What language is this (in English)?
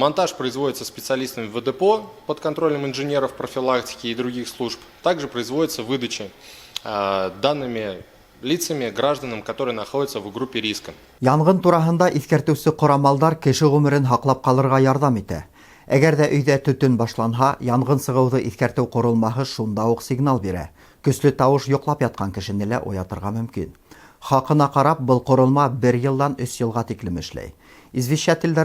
Bashkir